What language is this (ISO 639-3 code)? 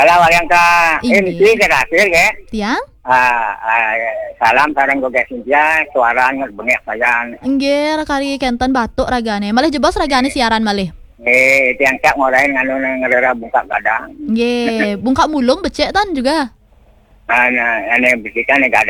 ban